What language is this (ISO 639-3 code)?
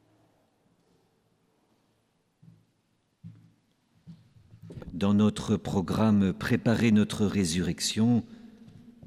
fra